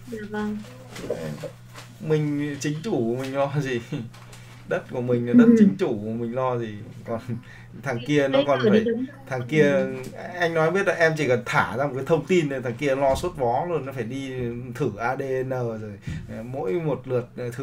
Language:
Vietnamese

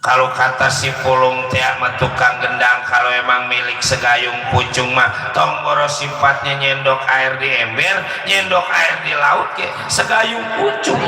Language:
Betawi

